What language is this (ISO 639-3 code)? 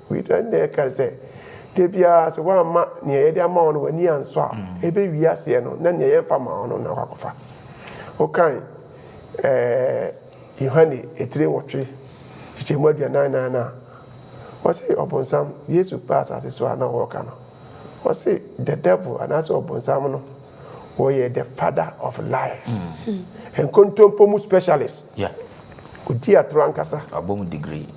aka